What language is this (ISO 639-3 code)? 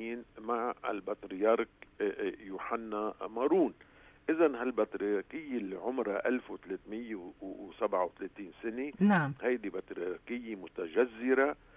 apc